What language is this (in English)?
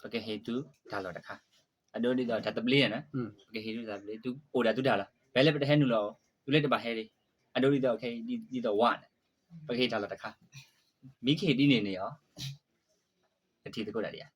S'gaw Karen